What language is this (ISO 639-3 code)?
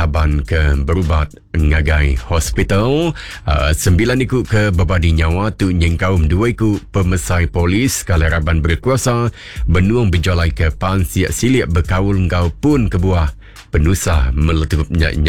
iba